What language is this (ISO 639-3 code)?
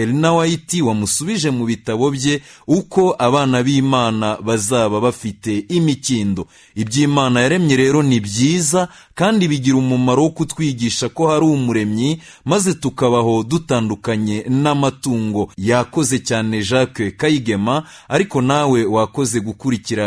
kin